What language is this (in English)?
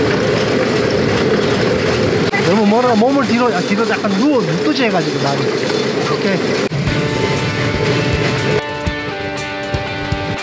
Korean